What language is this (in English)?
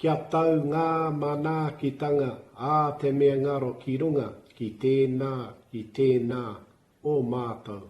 Māori